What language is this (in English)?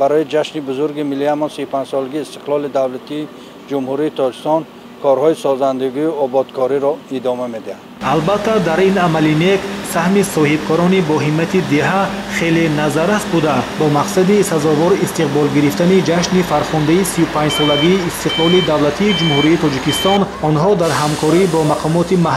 Tajik